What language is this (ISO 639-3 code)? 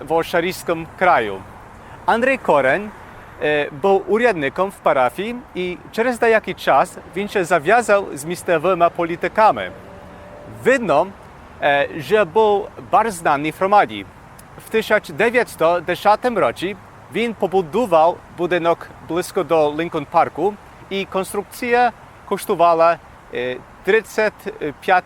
rue